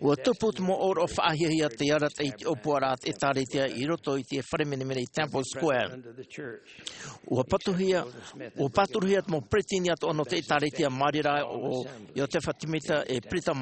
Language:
Tahitian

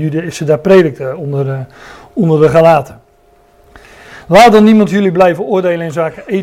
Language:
Dutch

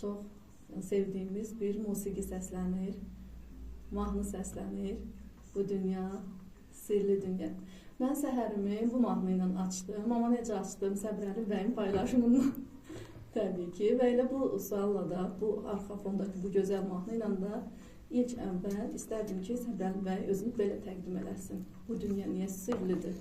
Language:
Azerbaijani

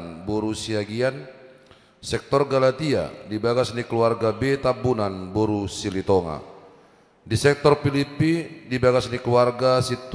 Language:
Batak Toba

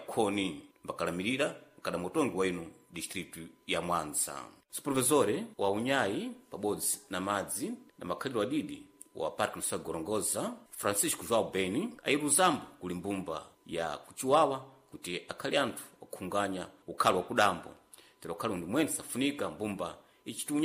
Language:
Sena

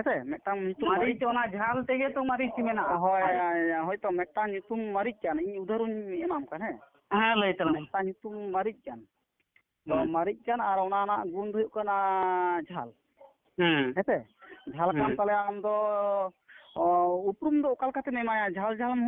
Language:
Santali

